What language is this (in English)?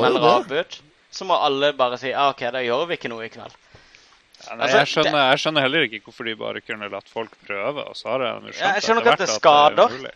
Norwegian